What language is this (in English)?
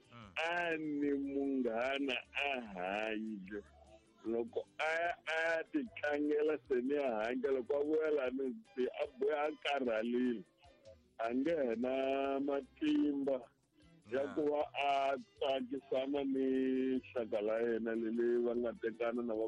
Tsonga